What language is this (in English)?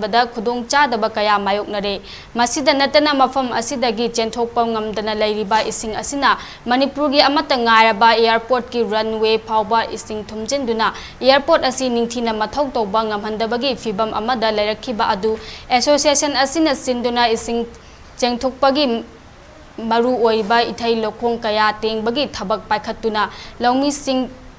Manipuri